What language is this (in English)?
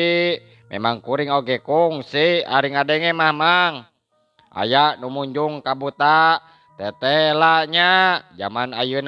Sundanese